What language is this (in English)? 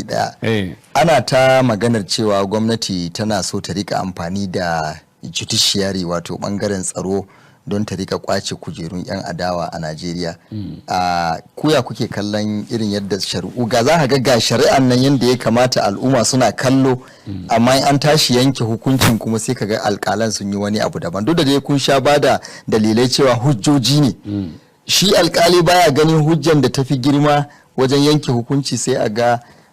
Hausa